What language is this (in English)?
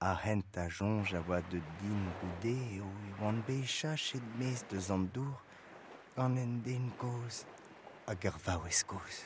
Breton